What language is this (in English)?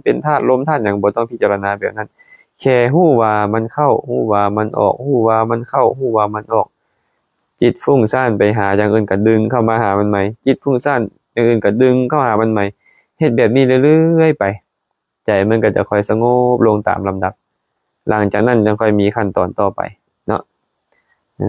Lao